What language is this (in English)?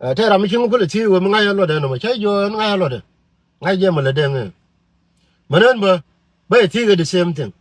Nuer